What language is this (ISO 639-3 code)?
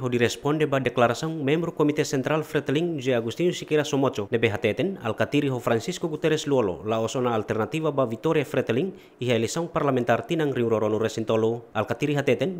tet